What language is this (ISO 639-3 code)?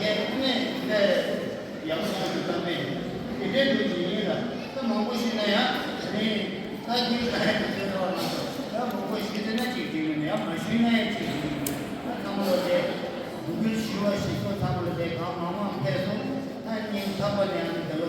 bod